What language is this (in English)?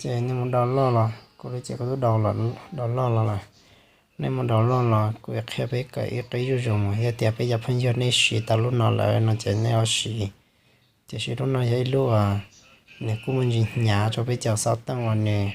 Hmong